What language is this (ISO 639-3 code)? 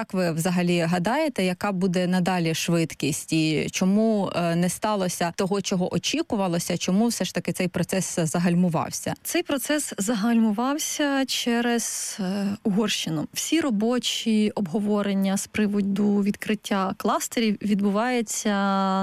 ukr